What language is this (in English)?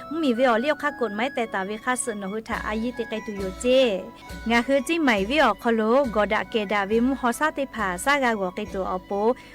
Lahu